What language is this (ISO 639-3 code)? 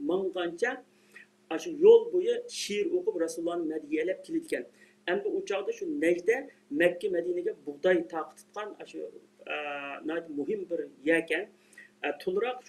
uig